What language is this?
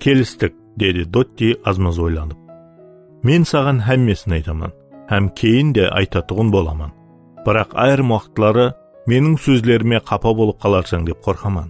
Kara-Kalpak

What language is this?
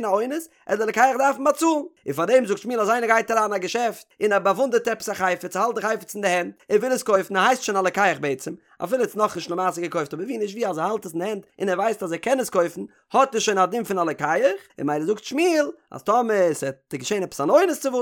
Yiddish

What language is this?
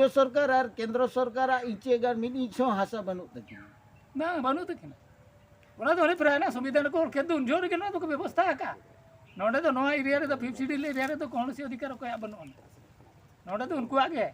Santali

